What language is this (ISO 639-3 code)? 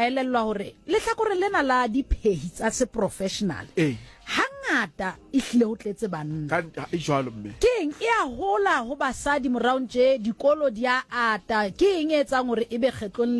sot